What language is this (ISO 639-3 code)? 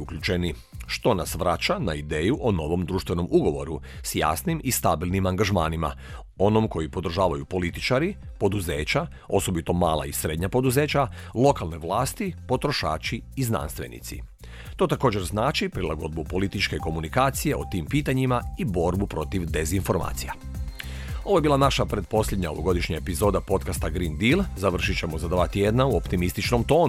hrv